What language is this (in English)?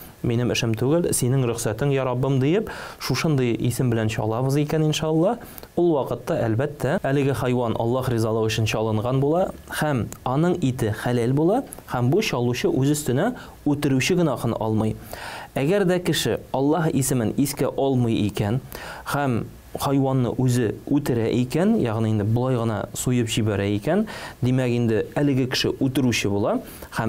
Tatar